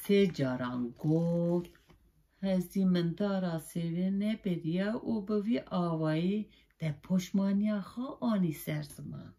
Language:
Kurdish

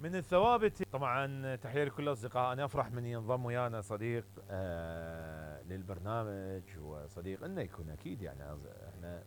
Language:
Mesopotamian Arabic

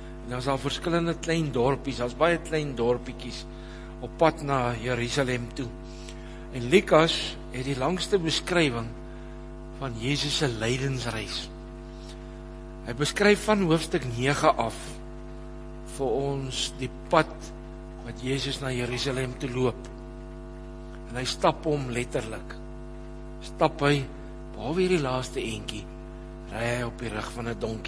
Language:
Afrikaans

